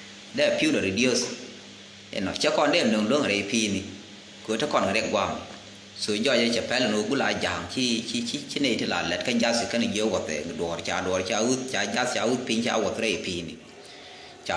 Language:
Nuer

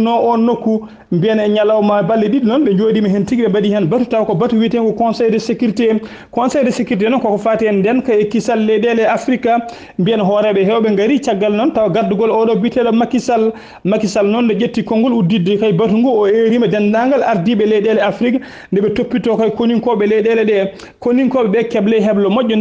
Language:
Fula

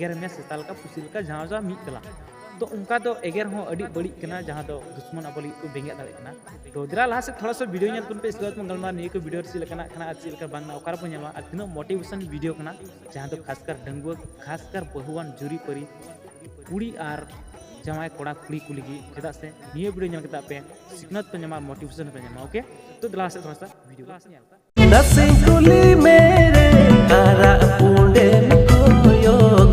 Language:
Santali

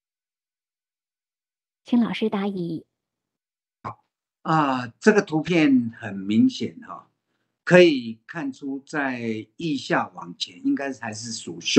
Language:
Chinese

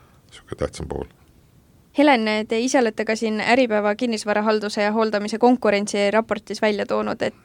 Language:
Estonian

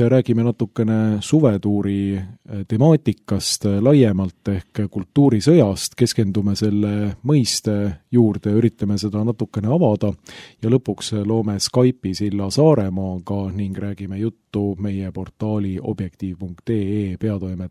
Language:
Estonian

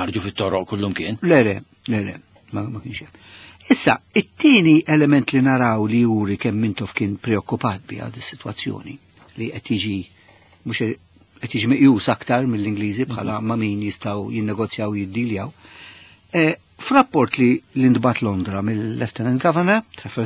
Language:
Maltese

